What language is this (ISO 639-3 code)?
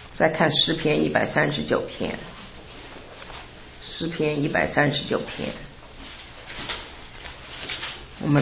zho